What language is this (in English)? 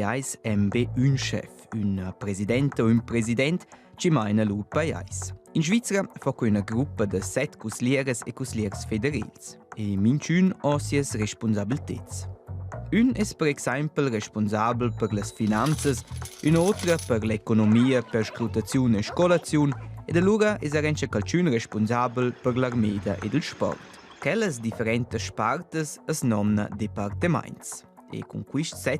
Romansh